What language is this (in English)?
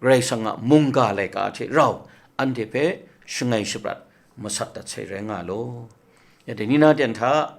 Kachin